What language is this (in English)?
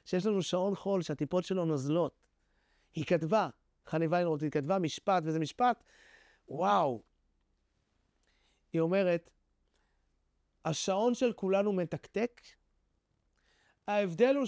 Hebrew